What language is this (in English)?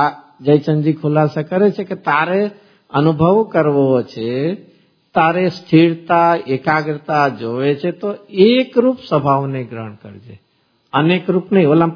Gujarati